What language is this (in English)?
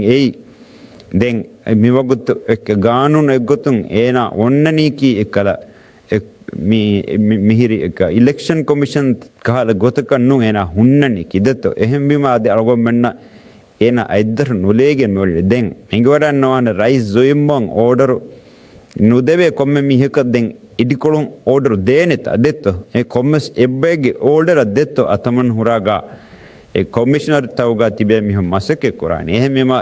Divehi